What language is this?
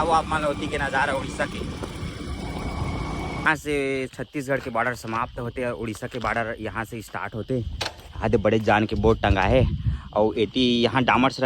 Chhattisgarhi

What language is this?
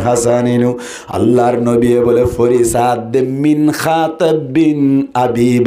Rohingya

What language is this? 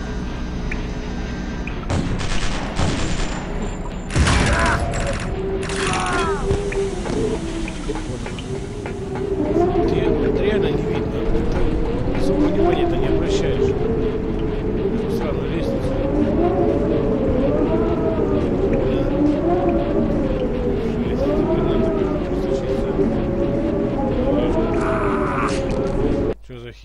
Russian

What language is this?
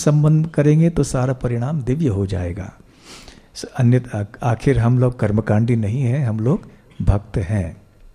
Hindi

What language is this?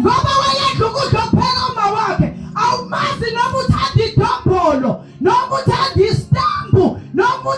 Zulu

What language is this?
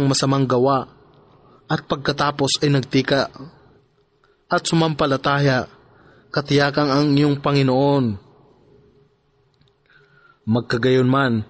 Filipino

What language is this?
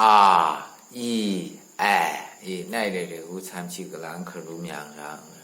Maru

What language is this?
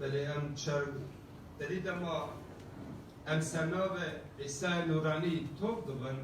Kurdish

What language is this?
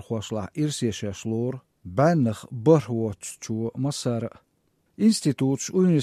Chechen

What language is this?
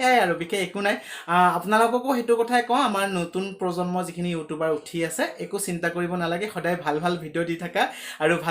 Assamese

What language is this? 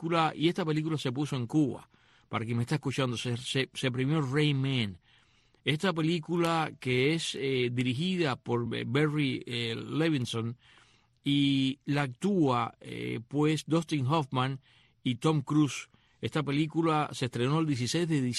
Spanish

